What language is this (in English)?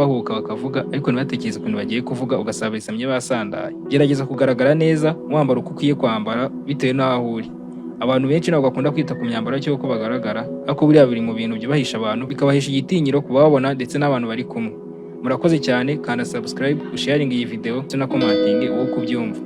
Kinyarwanda